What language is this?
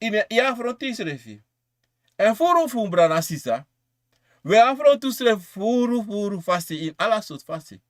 Sranan Tongo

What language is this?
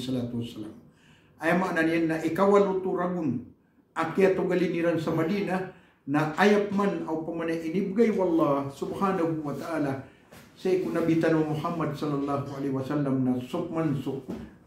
Maranao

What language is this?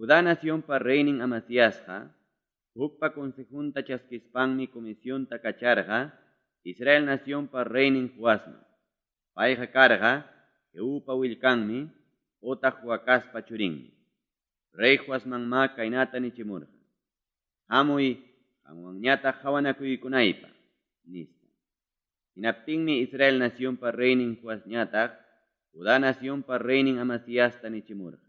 Ayacucho Quechua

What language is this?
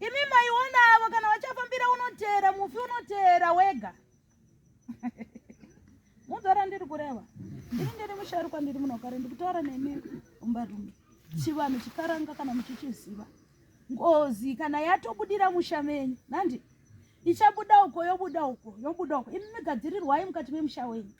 Shona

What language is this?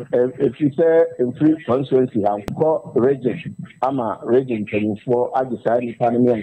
Akan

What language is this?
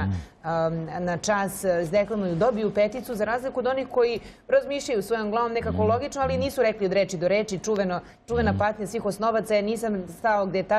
Serbian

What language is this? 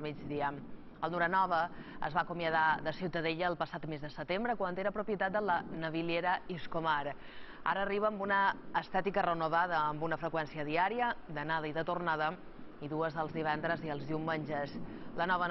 Catalan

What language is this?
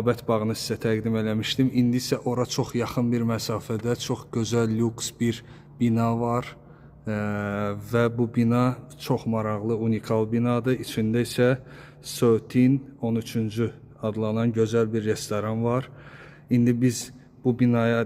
Azerbaijani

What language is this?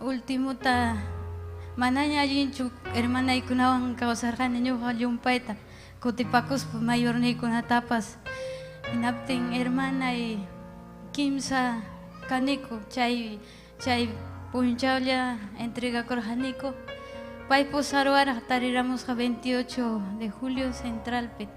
Ayacucho Quechua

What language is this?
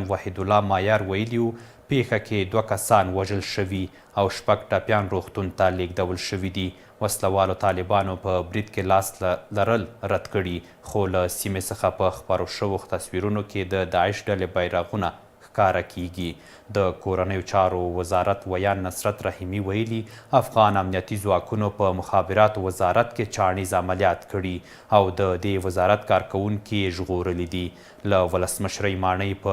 Pashto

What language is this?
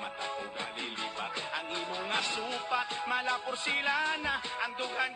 Hiligaynon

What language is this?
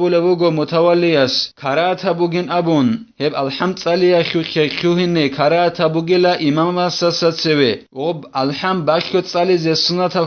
Avaric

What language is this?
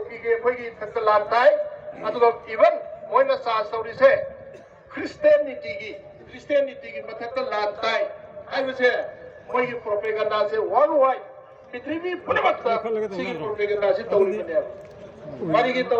Manipuri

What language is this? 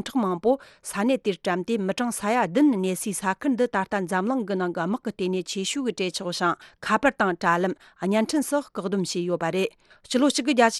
Tibetan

